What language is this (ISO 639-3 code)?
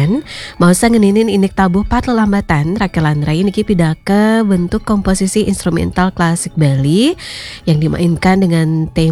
ban